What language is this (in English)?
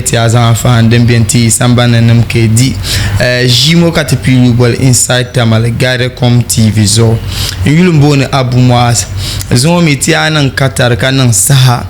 Dagbani